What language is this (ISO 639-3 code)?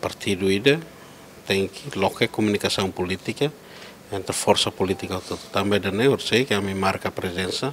tet